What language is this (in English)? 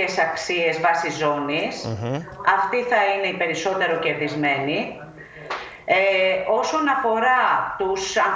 Greek